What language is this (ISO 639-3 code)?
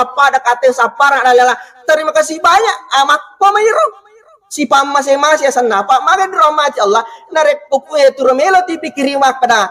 bug